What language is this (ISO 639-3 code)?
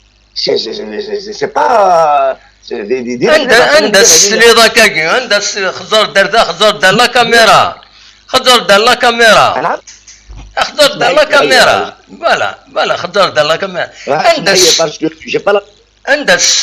kab